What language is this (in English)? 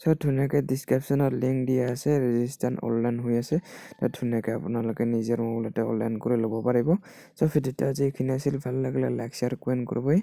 Assamese